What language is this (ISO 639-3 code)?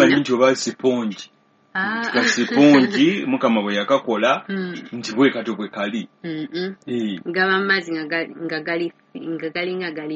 lug